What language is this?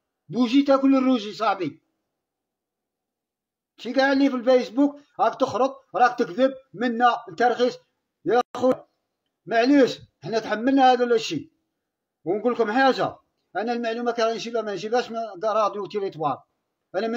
Algerian Arabic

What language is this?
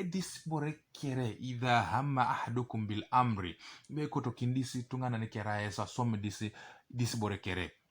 Teso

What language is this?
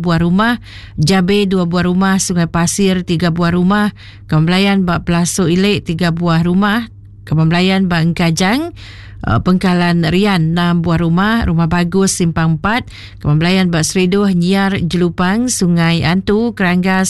Iban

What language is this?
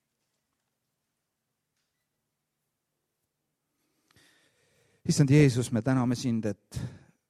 Estonian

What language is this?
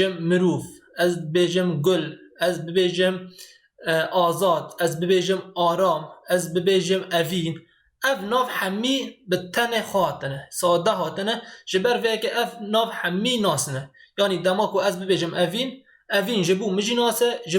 Kurdish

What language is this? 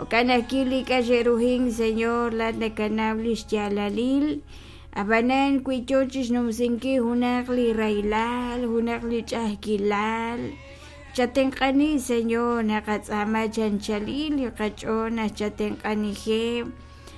Kekchí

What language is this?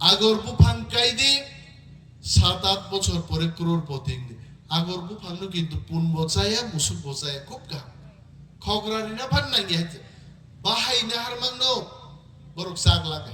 Kok Borok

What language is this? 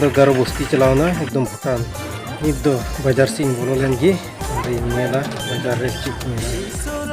Santali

